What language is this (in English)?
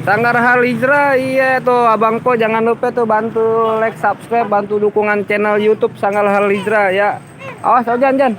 Betawi